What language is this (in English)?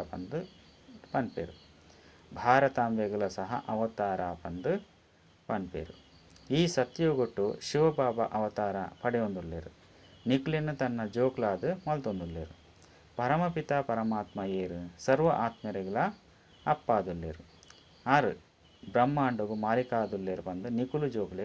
Tulu